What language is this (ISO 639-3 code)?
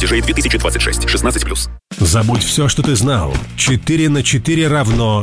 rus